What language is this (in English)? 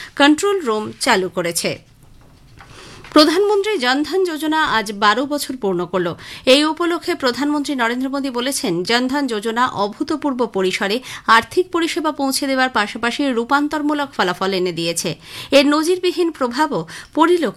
Bangla